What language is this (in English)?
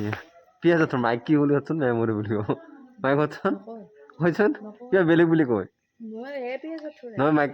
Assamese